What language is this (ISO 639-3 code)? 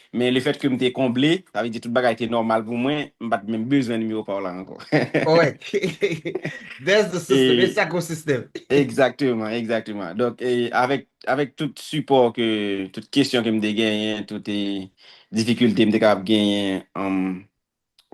hat